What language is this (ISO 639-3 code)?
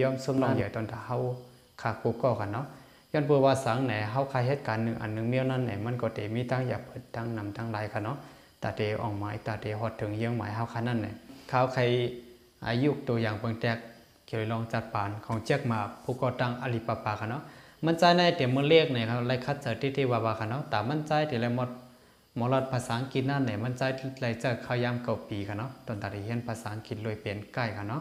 shn